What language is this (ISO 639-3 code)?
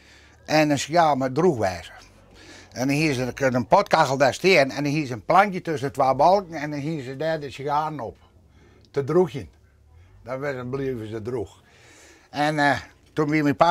fry